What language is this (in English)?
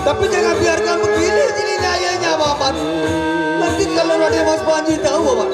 Sasak